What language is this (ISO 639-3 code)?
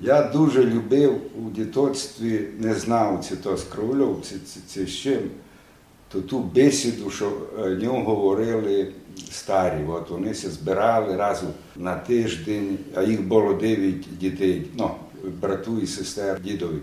rue